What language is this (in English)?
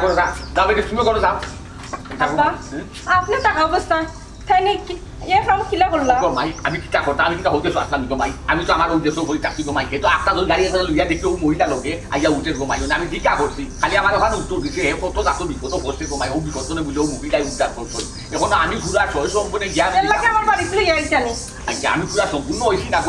Sylheti